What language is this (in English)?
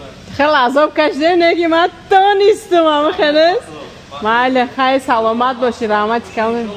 Tajik